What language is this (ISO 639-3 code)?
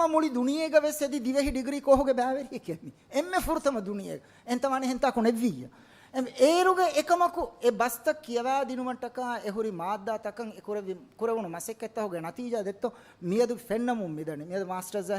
div